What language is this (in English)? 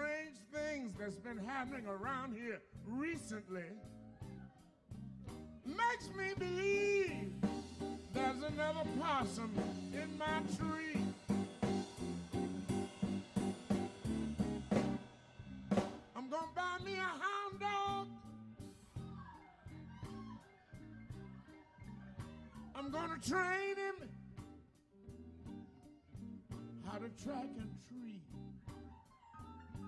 English